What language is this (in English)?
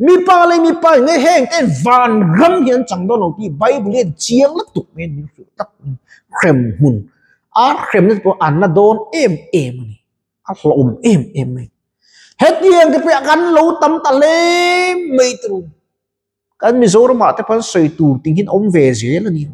Mizo